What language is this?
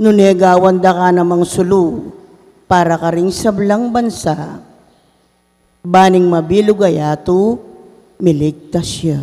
Pampanga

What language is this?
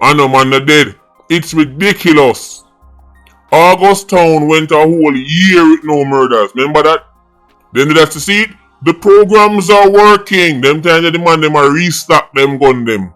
Jamaican Creole English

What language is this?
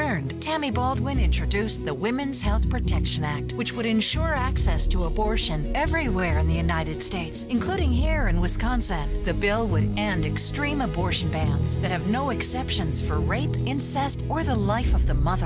English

